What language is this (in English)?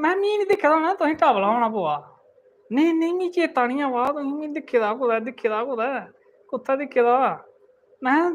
Dogri